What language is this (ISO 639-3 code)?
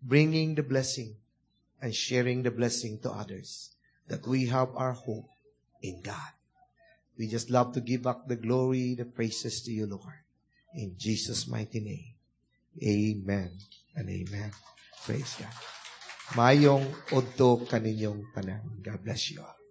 ceb